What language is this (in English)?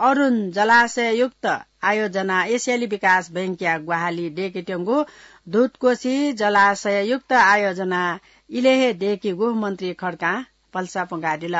Newari